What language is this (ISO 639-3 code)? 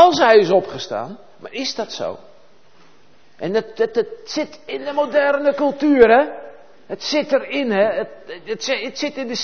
nld